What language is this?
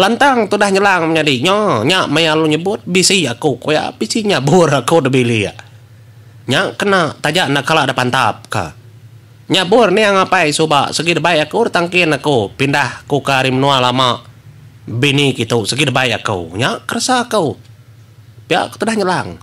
Iban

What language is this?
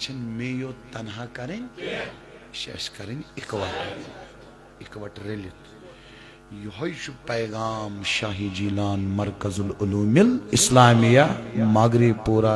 Kashmiri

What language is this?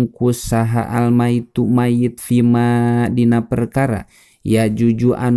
Sundanese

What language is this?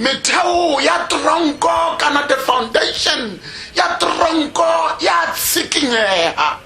Tswana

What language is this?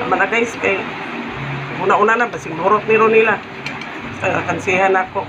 Cebuano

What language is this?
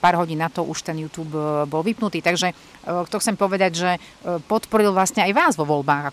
Slovak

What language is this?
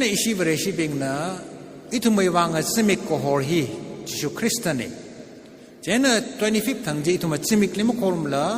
Tangkhul Naga (India)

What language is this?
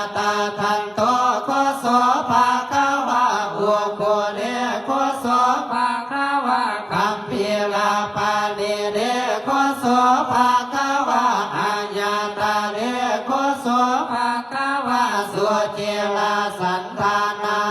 Pali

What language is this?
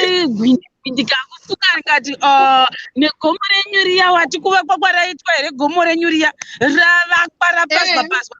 Shona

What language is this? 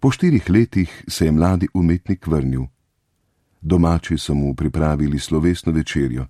Slovenian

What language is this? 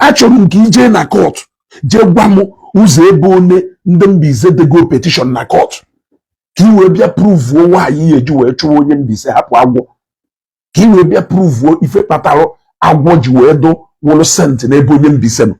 Igbo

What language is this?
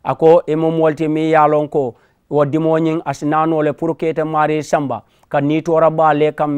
Mandingo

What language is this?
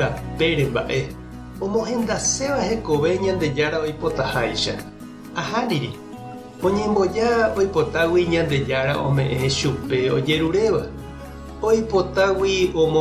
Guarani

